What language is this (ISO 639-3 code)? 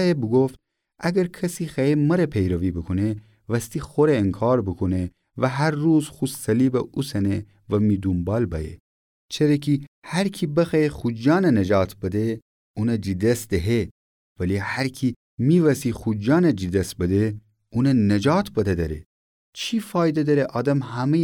glk